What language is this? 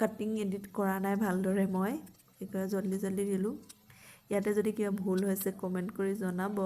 Assamese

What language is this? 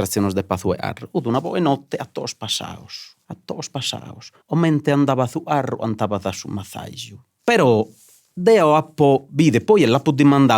Sardinian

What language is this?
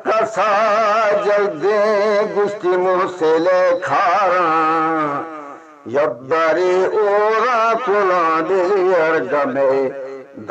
Eastern Balochi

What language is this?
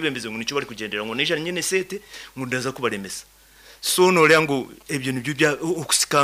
Nyankole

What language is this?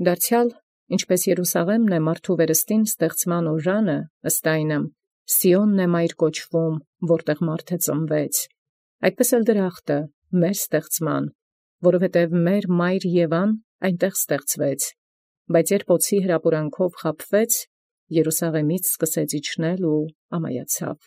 Armenian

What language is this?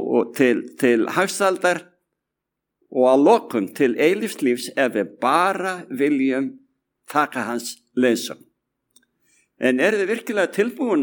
Icelandic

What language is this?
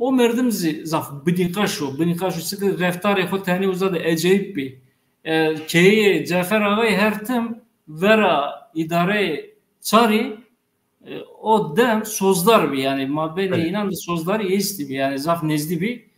Zaza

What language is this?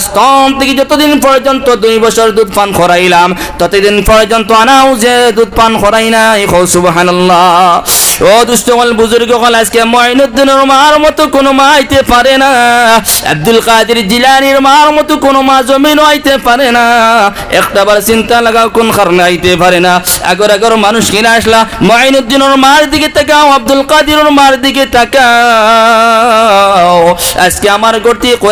Sylheti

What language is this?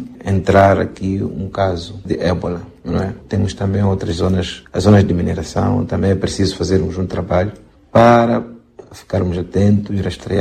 Portuguese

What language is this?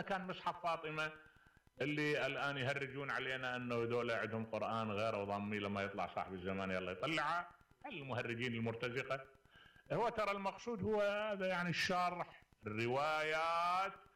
Mesopotamian Arabic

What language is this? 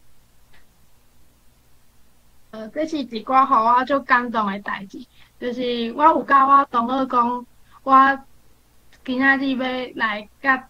Min Nan Chinese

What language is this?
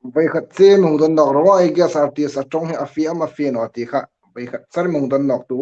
Hmar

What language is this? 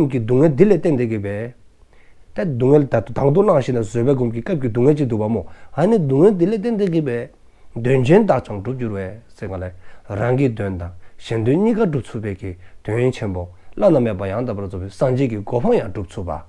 Dzongkha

